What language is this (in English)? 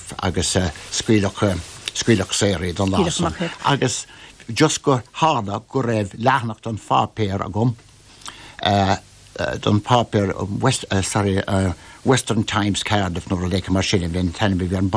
Irish